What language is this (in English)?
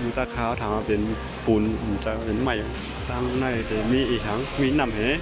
Shan